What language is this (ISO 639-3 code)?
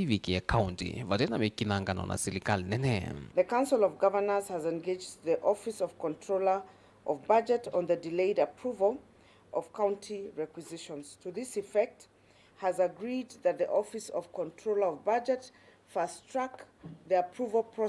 kam